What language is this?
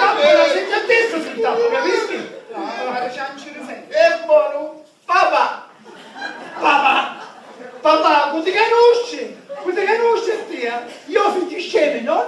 Sicilian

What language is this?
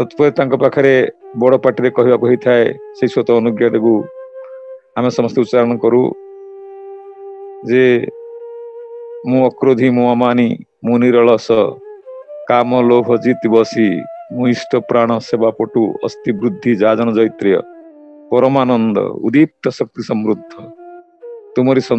Odia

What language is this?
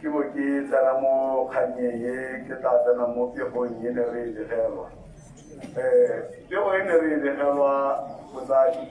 Tswana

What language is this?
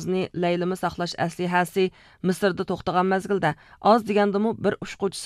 Uyghur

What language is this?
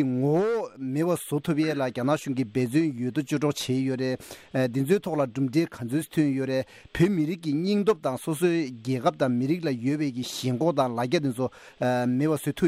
Tibetan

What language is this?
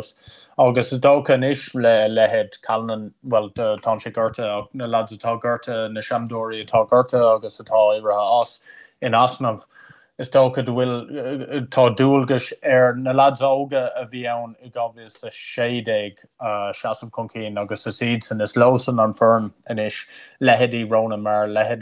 Irish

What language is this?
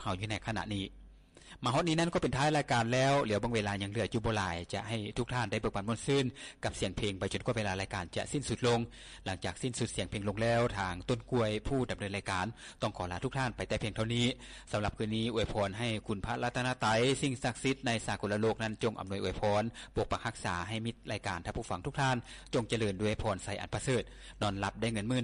Lao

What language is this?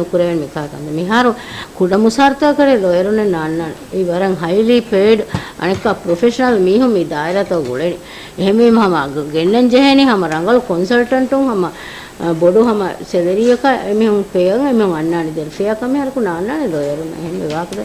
Divehi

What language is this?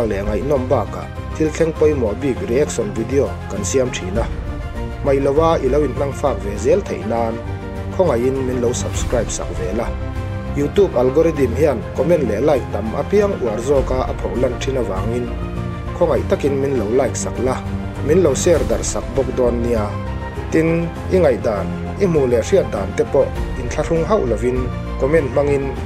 Mizo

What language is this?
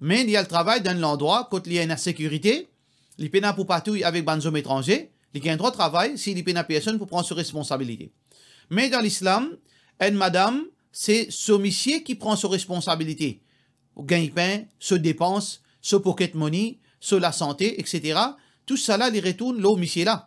Morisyen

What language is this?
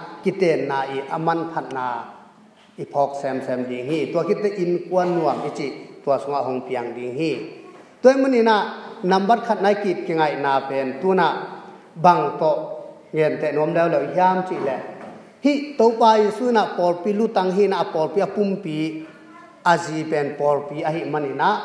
Tedim Chin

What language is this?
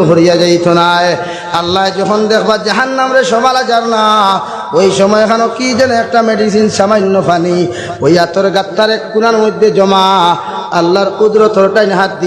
Sylheti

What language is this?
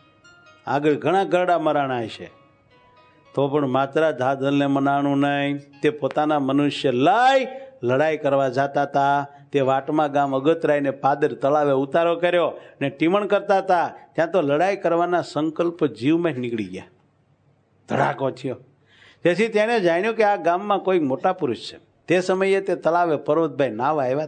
Gujarati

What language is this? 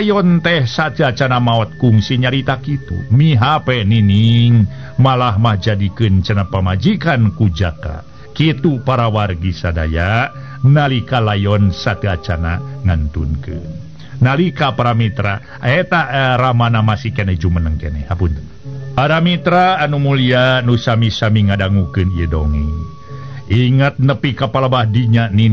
Sundanese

